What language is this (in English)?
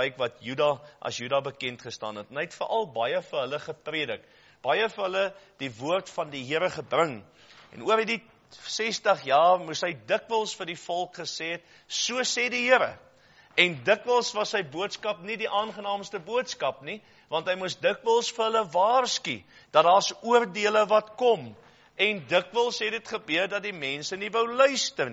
Afrikaans